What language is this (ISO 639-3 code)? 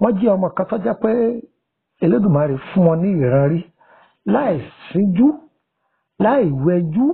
yor